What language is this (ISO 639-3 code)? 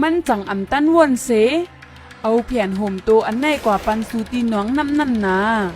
shn